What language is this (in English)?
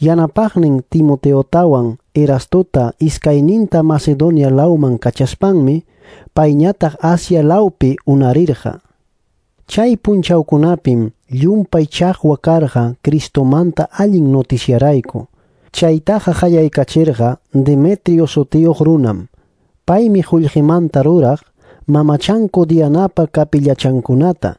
Ayacucho Quechua